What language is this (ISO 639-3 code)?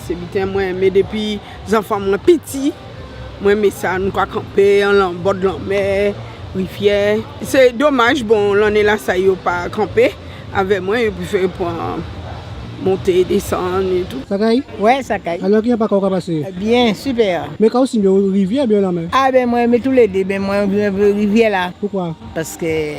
gcf